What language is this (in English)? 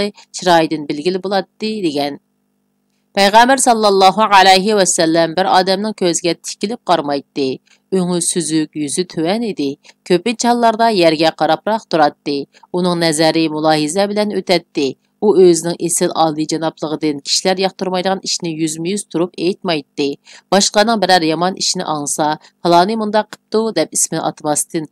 Uyghur